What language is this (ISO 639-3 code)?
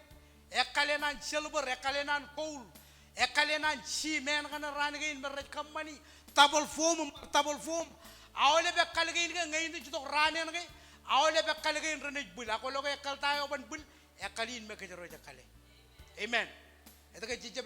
mah